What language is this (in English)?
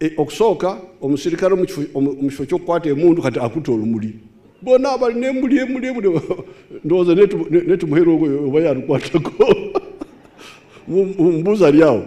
Ganda